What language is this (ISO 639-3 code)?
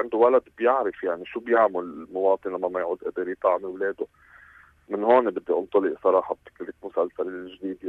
apc